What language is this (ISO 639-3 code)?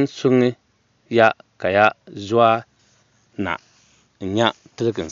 dag